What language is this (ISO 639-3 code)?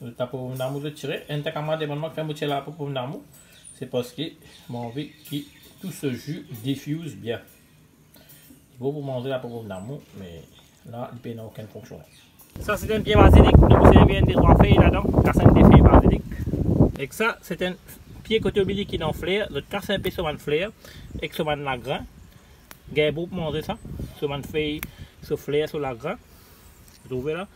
mfe